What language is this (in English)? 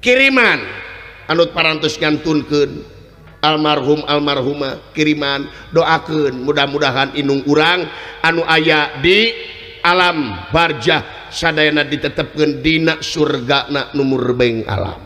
Sundanese